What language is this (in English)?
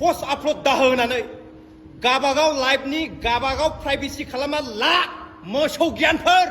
Bodo